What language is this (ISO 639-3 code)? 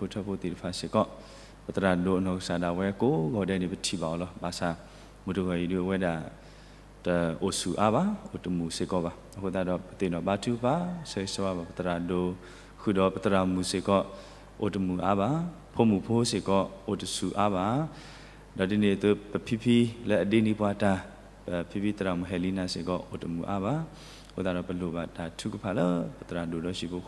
ksw